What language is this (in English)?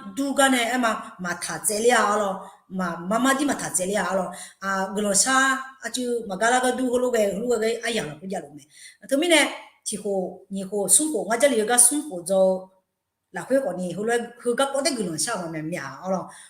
Akha